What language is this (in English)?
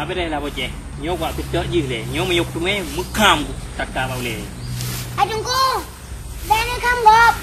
Achinese